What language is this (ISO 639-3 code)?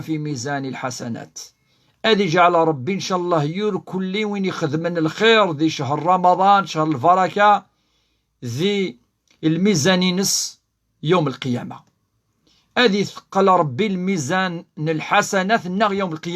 kab